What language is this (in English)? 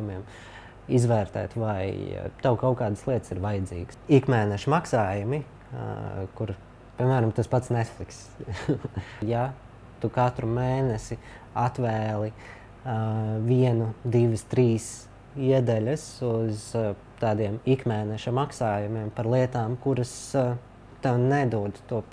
Latvian